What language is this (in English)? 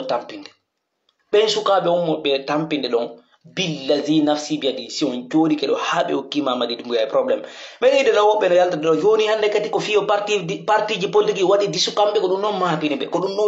Pular